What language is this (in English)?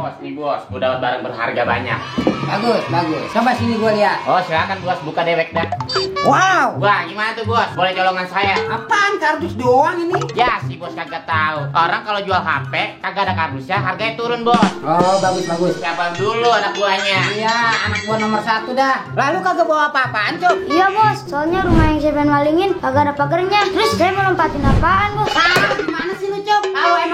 Betawi